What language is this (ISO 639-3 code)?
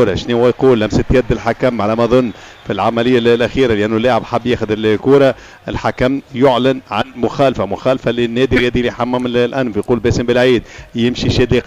aeb